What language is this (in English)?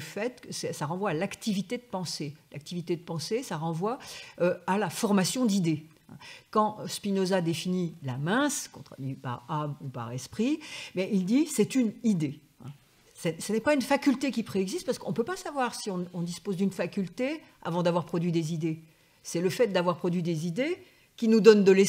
French